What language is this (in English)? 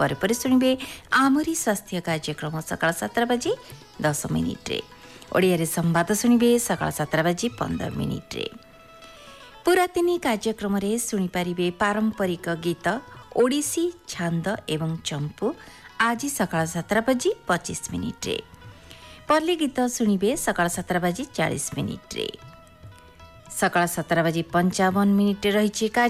Odia